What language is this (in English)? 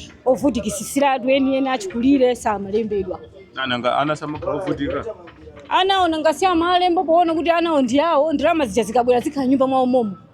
Nyanja